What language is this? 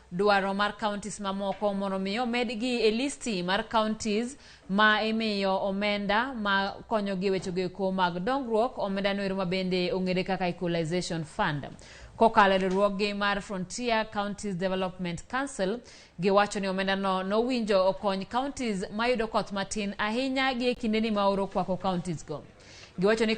Luo (Kenya and Tanzania)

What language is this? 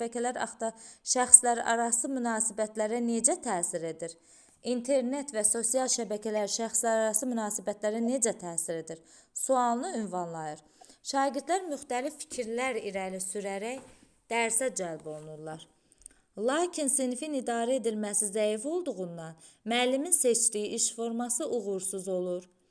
Azerbaijani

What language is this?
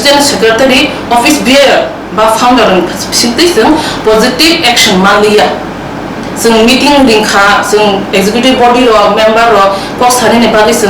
Riang (India)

